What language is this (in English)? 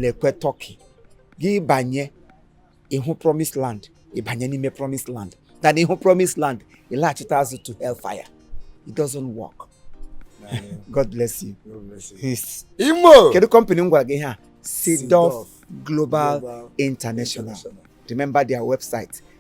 Igbo